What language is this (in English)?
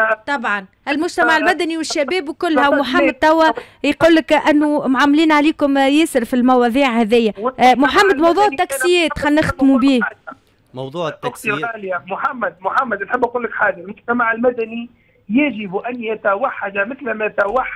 Tunisian Arabic